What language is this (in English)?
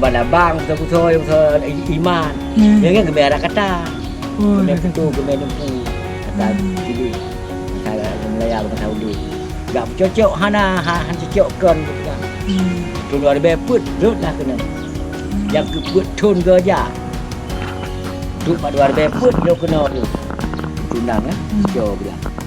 Achinese